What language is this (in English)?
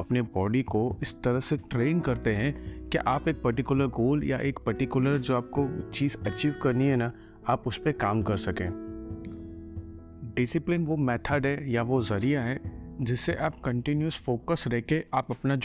Hindi